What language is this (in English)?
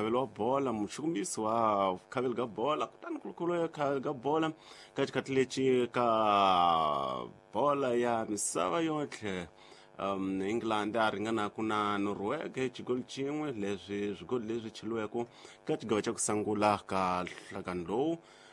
Tsonga